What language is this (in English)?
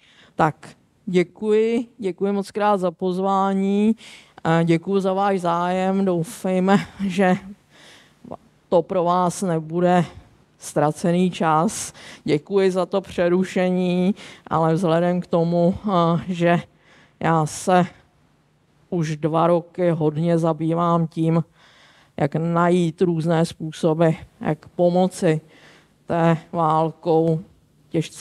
Czech